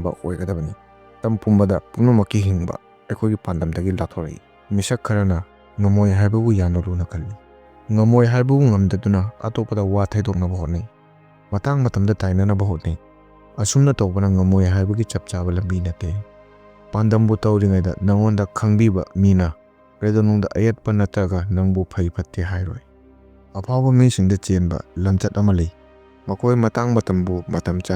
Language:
Manipuri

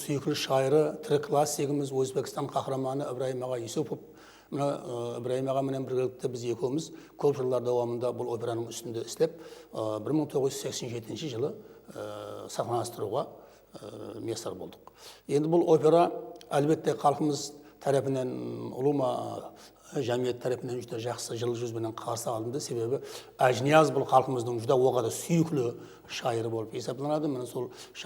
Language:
Kara-Kalpak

